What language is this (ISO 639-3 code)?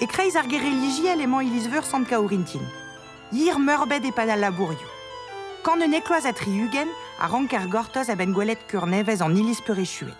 bre